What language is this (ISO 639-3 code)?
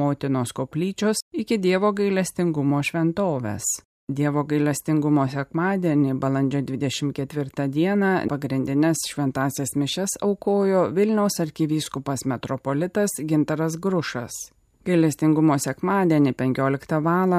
lit